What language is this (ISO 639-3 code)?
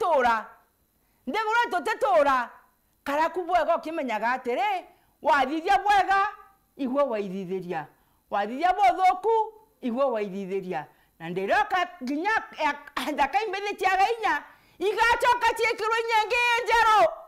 mer